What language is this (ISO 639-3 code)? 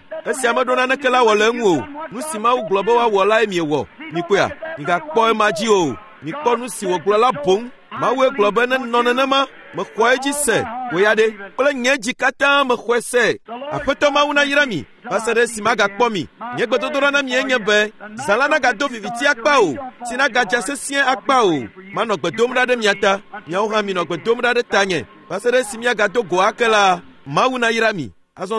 ewe